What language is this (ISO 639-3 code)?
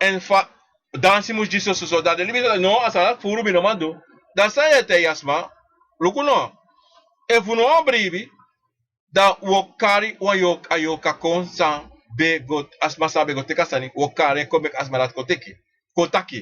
srn